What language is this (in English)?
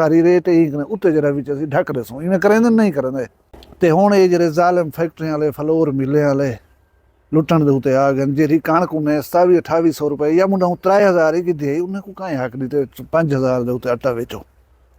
Saraiki